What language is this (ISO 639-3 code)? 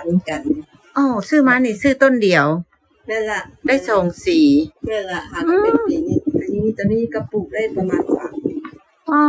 lao